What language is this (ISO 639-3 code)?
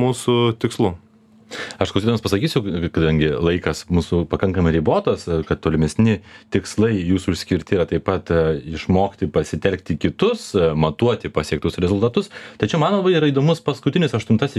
lit